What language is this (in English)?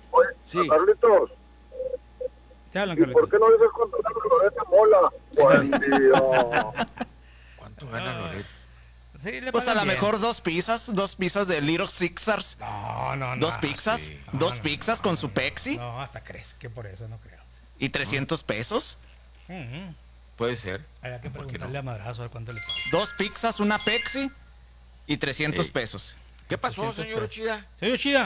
Spanish